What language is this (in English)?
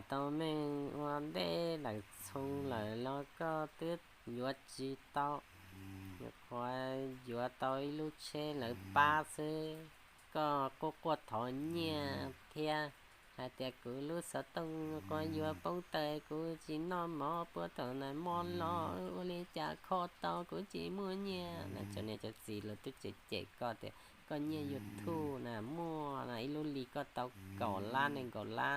Hmong